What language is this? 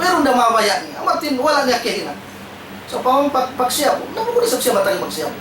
Tausug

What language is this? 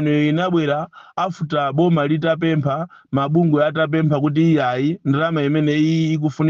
Nyanja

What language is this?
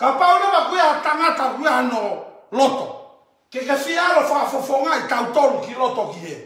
Tongan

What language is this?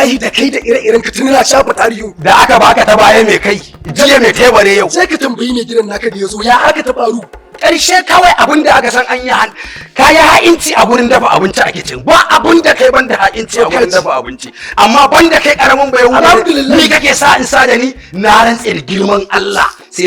Hausa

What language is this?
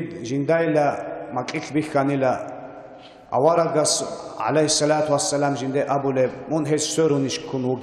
Avaric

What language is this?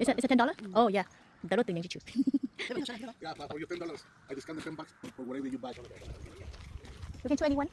Hmong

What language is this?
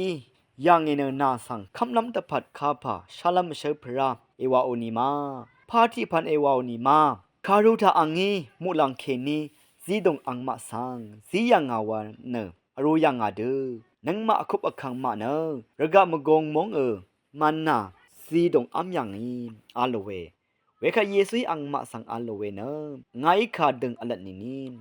Rawang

